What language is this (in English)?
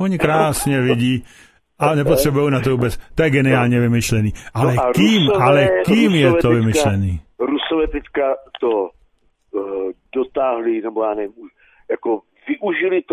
Czech